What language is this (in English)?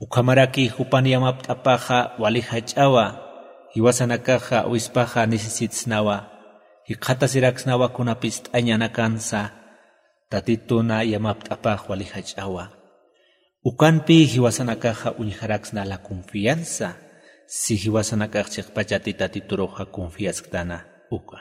Aymara